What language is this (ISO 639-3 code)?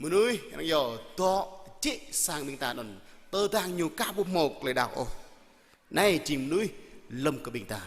jra